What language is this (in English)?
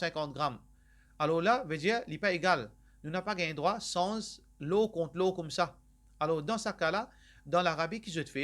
Morisyen